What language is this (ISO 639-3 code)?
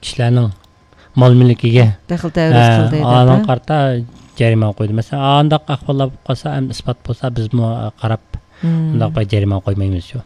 uig